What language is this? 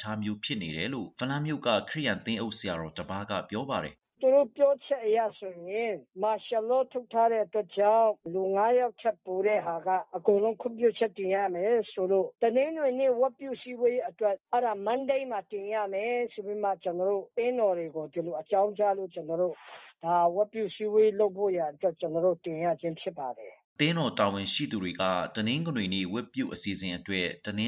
Burmese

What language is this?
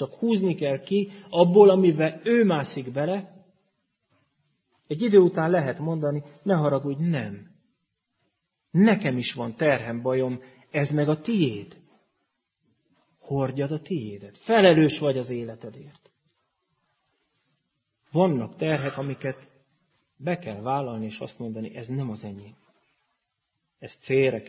Hungarian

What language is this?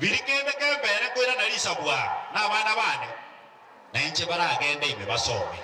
Gusii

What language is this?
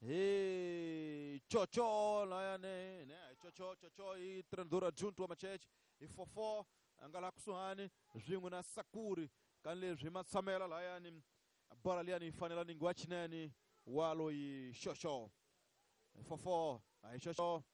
Tsonga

